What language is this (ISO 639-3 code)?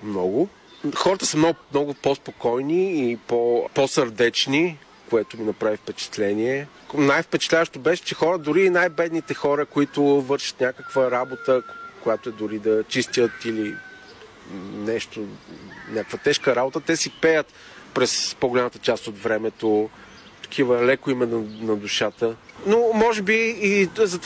bul